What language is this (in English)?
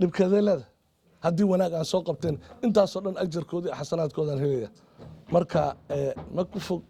Somali